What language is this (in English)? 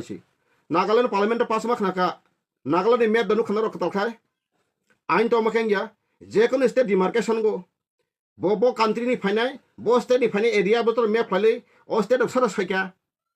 Kok Borok